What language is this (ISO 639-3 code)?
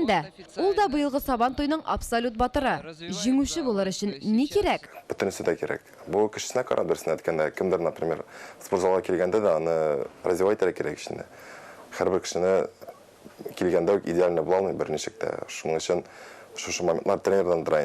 tat